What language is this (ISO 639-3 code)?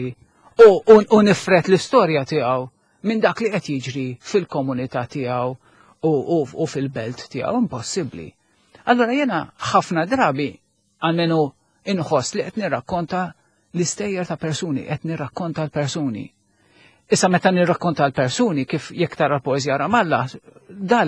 mlt